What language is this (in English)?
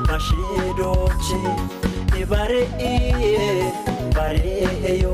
Kafa